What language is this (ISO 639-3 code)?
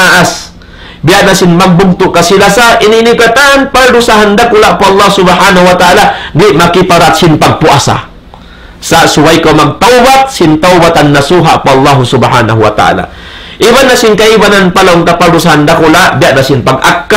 tsg